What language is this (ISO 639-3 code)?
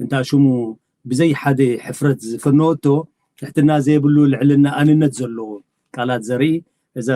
tir